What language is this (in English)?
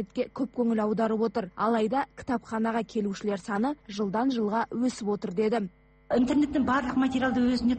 Kazakh